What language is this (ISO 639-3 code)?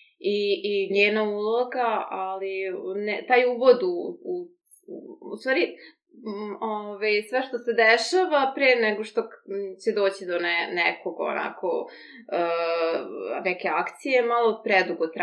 srp